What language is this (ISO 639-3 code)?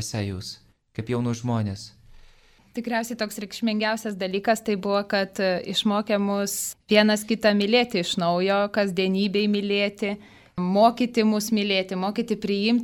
lit